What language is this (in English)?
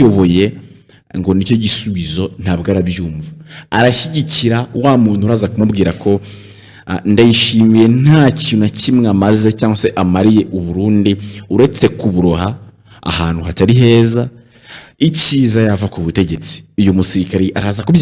Kinyarwanda